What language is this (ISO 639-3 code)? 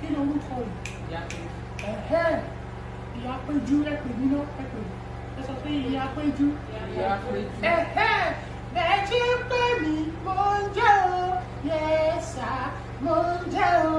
yor